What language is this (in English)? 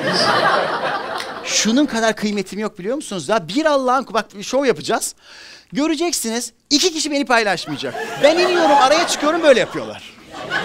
Turkish